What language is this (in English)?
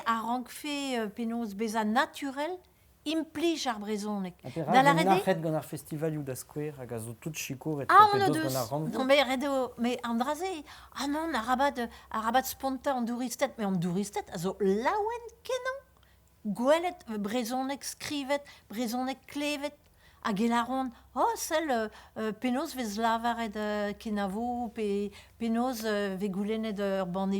Breton